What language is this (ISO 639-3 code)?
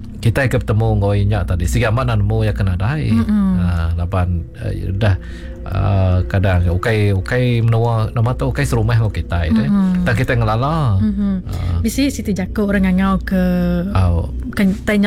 iba